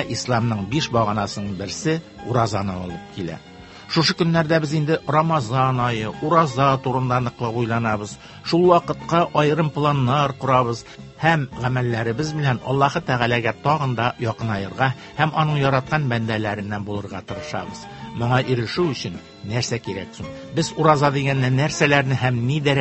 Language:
Tatar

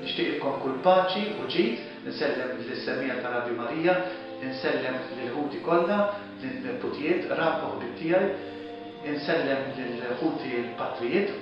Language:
Maltese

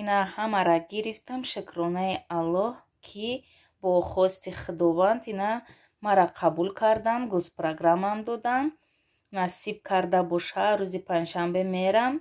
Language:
Tajik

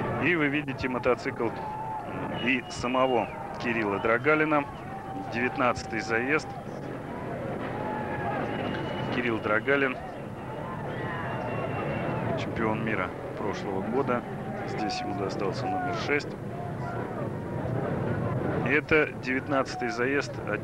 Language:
Russian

